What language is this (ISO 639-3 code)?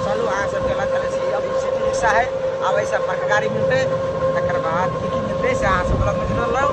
mai